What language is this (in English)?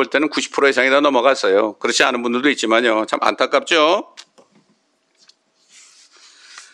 Korean